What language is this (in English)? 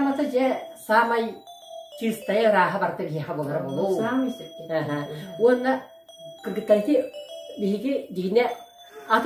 Yakut